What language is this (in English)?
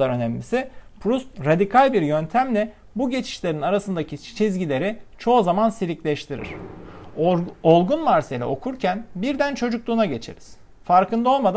Turkish